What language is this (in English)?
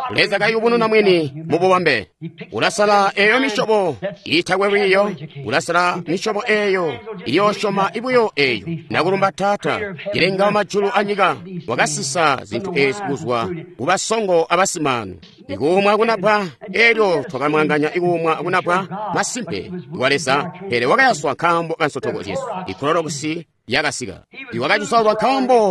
Tonga (Zambia)